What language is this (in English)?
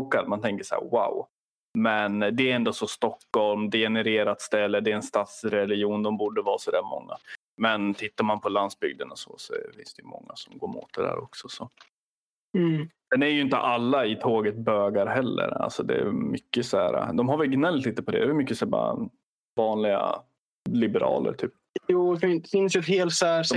Swedish